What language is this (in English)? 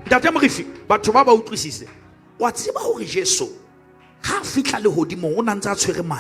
Southern Sotho